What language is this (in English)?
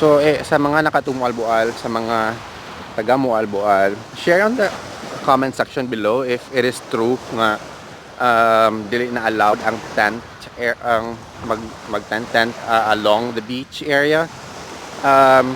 Cebuano